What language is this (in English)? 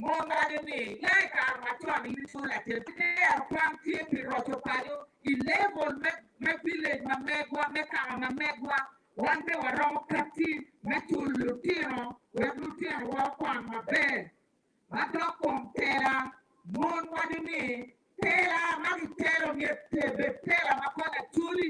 Acoli